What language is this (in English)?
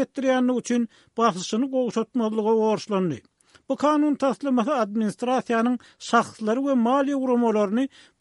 Turkmen